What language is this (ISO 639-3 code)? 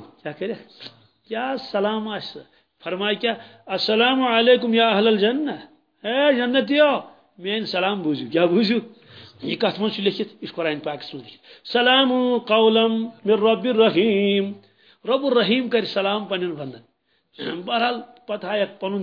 kas